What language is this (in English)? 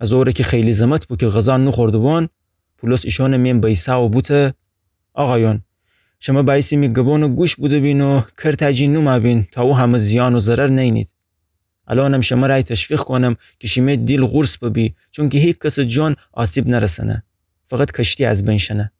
Gilaki